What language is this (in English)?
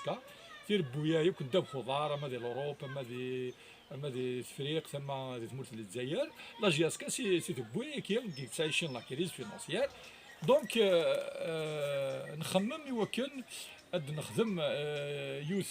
Kabyle